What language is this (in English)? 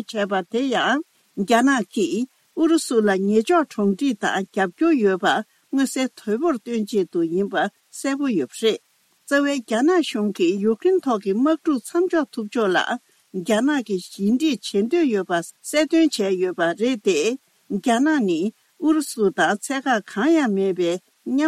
Tibetan